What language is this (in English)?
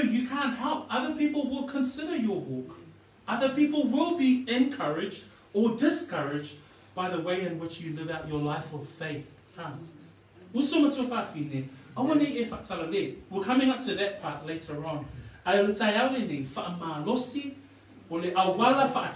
Samoan